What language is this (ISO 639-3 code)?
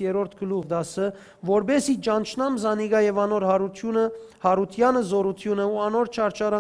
hyw